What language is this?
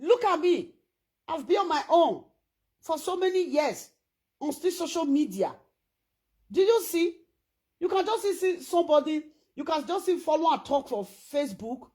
Nigerian Pidgin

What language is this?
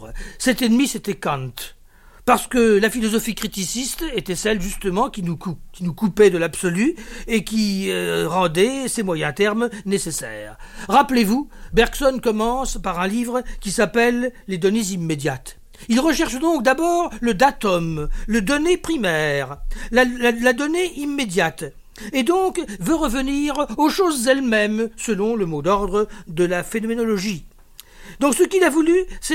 French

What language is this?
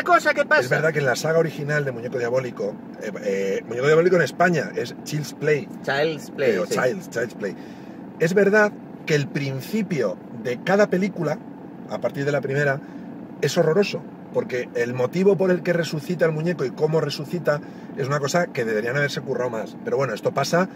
Spanish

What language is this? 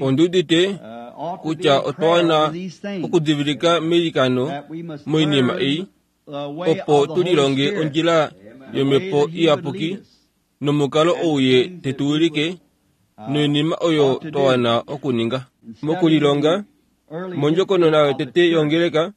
Kuanyama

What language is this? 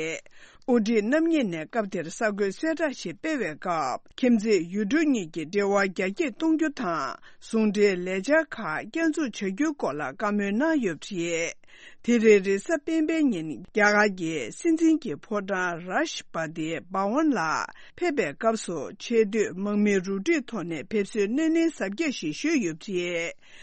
Tibetan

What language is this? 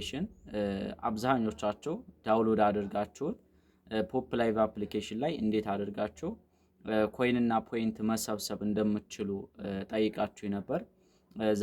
Amharic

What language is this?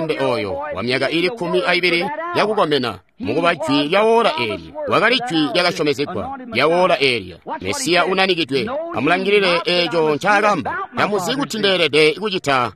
Tonga (Zambia)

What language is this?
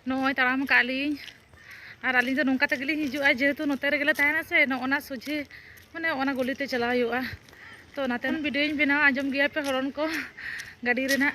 Santali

